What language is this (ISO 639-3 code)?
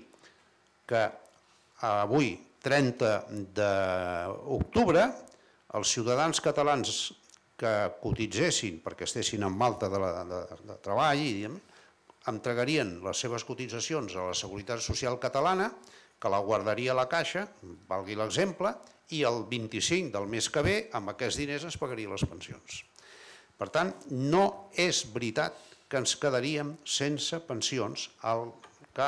cat